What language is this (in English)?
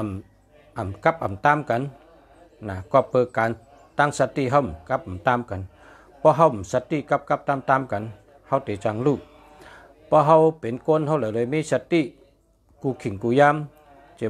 Shan